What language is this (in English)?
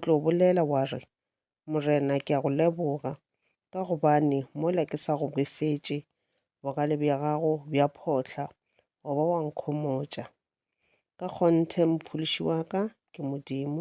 Northern Sotho